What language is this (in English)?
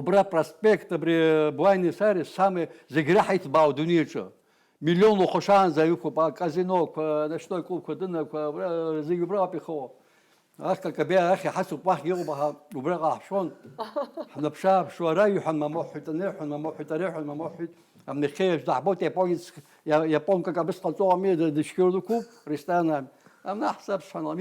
Abkhazian